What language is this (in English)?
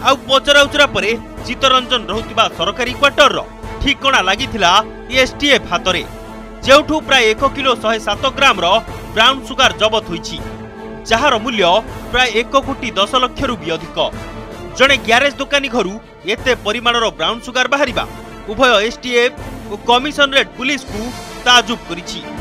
Odia